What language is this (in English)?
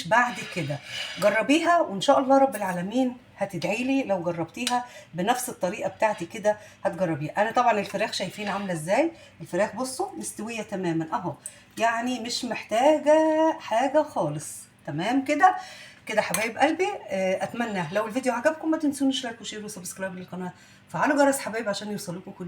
Egyptian Arabic